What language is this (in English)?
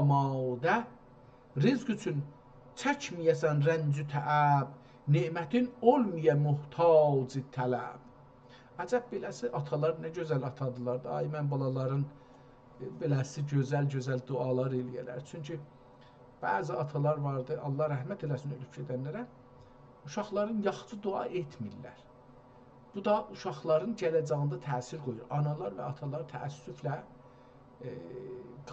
South Azerbaijani